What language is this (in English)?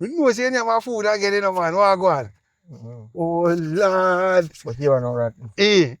Jamaican Creole English